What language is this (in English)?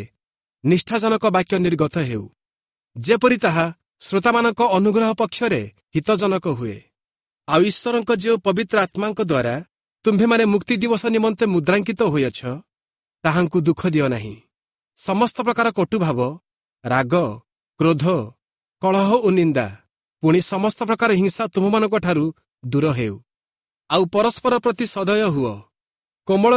Odia